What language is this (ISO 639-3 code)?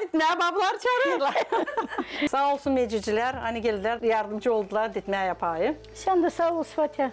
gag